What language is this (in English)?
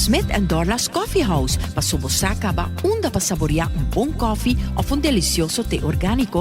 Papiamento